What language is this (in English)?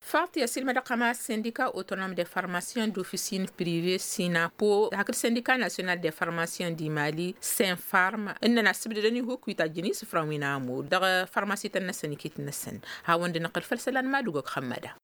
Tamasheq